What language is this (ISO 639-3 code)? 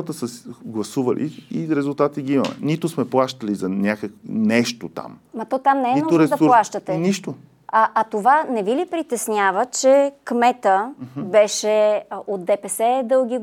bul